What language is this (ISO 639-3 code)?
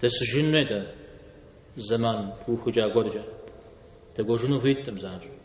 kbd